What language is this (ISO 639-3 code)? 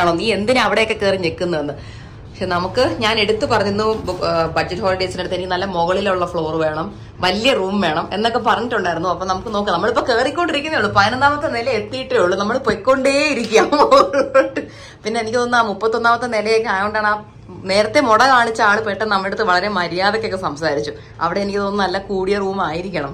mal